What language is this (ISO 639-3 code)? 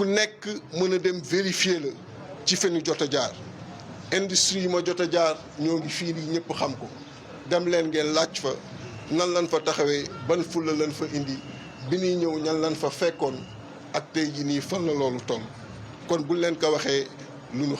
wol